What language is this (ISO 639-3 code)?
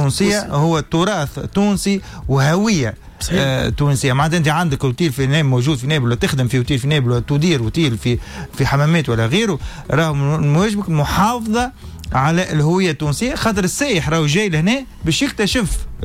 aeb